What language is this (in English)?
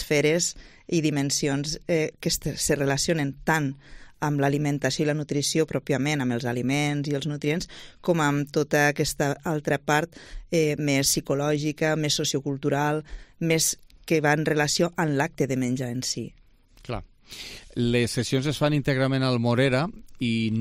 Catalan